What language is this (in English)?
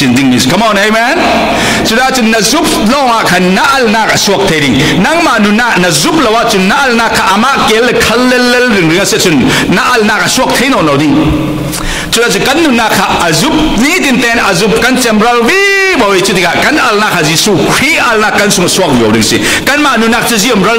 Falam Chin